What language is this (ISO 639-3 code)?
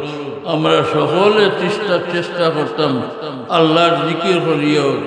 syl